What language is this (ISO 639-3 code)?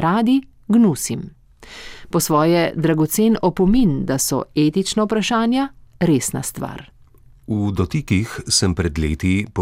slv